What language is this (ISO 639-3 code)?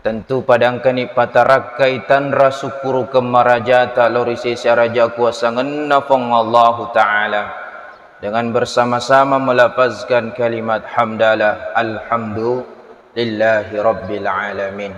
bug